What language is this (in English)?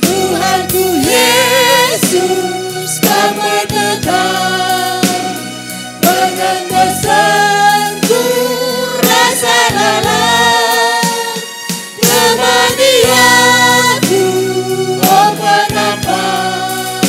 Batak Karo